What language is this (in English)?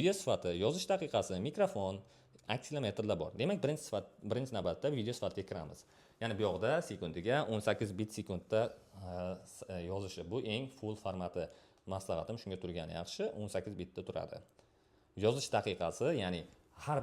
Uzbek